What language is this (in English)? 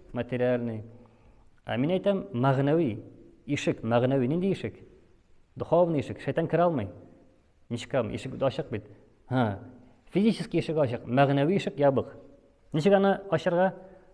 Tatar